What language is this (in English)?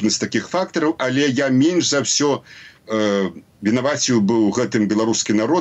Belarusian